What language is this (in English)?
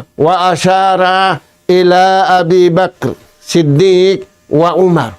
Tausug